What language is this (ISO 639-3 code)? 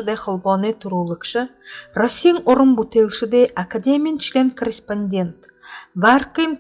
bua